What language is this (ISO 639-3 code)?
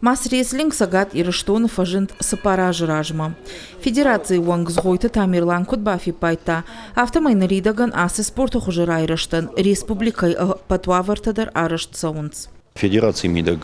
oss